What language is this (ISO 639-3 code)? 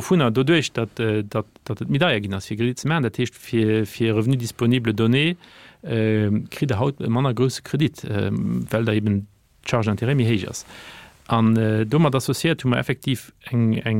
ltz